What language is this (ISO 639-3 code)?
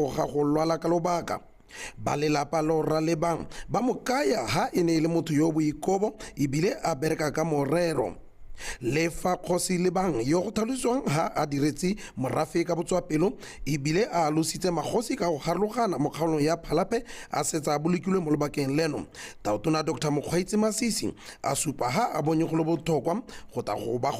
tsn